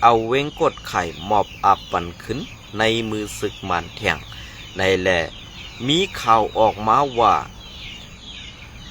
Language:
Shan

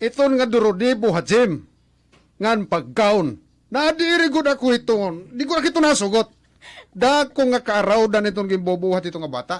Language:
Waray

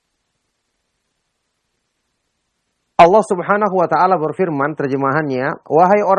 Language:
Indonesian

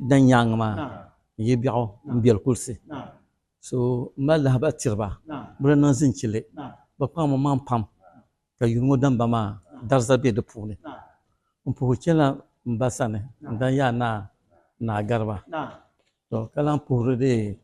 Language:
Dagbani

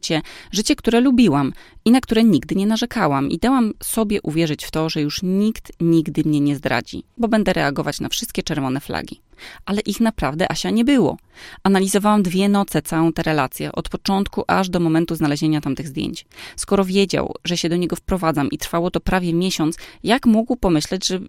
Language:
Polish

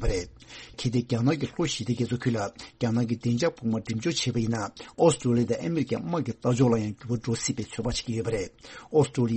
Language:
Tibetan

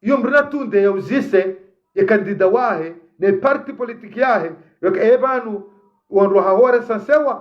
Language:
Ngazidja Comorian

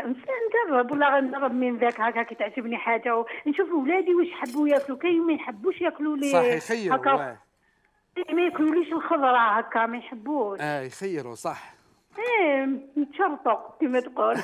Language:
Algerian Arabic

